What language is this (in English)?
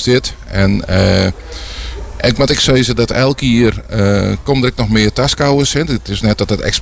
Dutch